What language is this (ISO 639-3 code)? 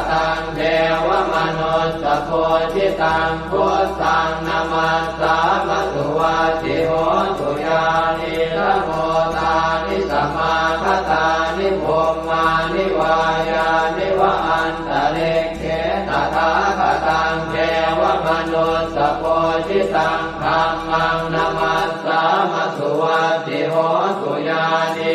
pli